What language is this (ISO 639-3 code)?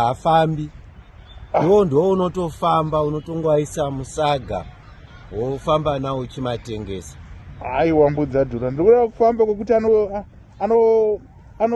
sna